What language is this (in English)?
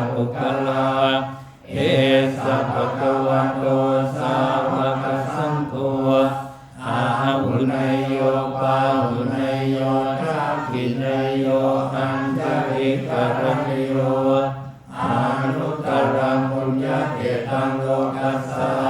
Pali